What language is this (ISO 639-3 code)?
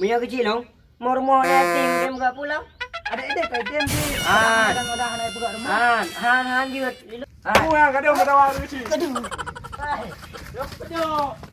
ace